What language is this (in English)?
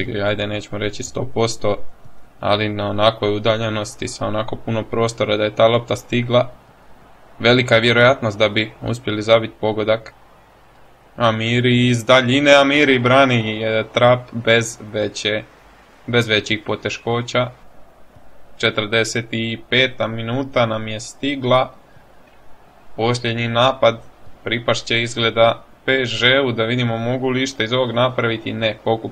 Croatian